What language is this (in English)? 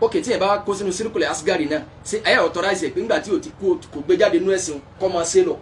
Yoruba